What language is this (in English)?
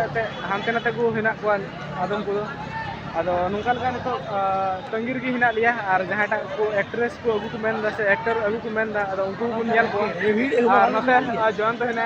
Santali